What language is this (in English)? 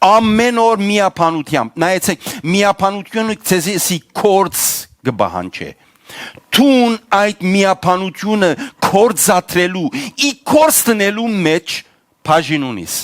Western Armenian